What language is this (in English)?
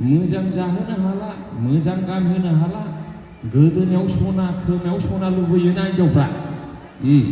Bodo